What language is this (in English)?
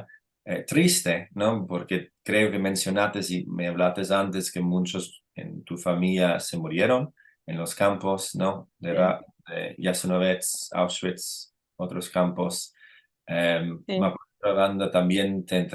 Ladino